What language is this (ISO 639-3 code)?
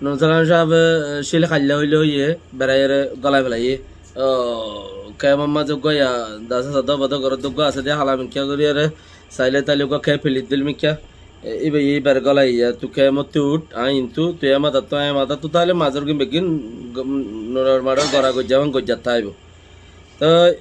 rhg